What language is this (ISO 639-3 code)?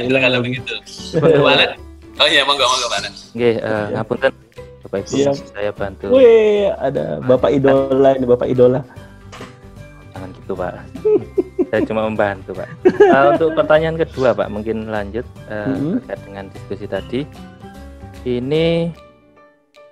ind